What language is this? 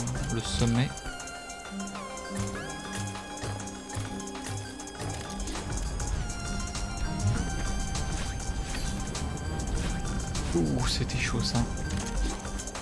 French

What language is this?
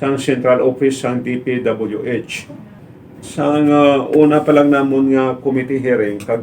Hiligaynon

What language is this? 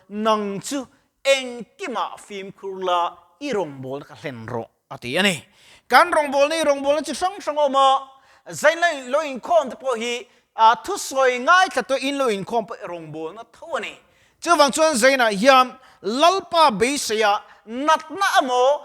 Mizo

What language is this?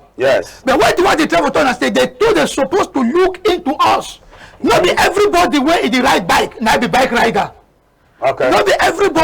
Cameroon Pidgin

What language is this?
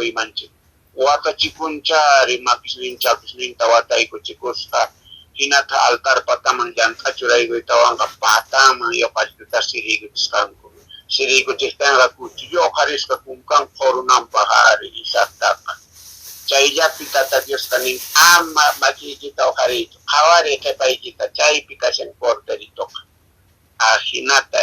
Quechua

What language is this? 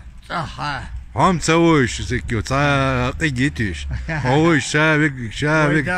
Chechen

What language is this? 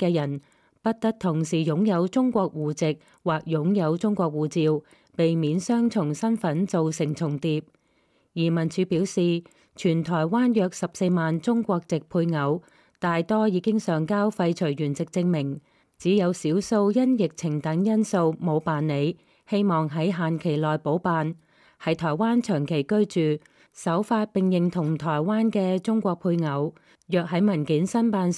Cantonese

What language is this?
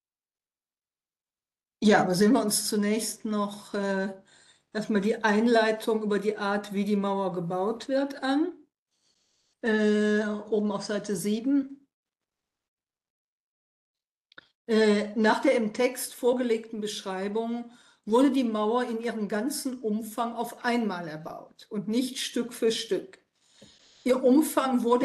German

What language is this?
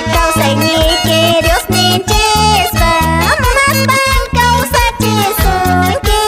Quechua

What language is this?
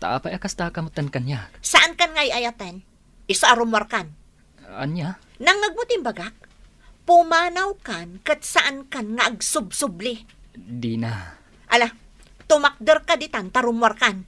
Iloko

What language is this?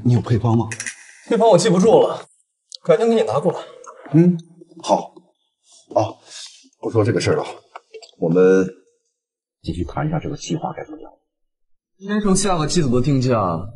Chinese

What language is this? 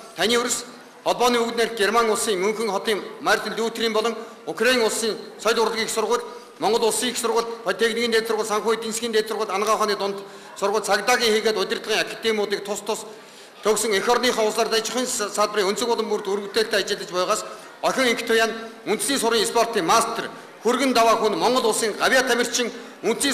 Mongolian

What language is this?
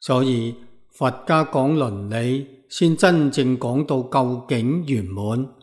Cantonese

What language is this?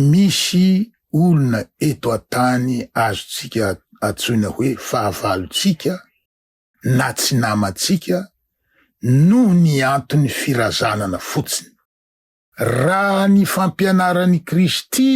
Malagasy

